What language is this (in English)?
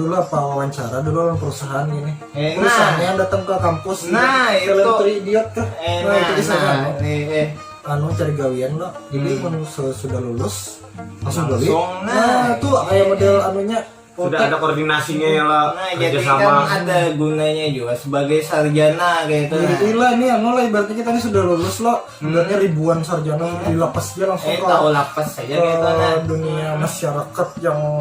Banjar